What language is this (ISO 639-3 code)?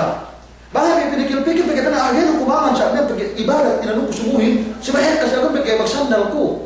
yka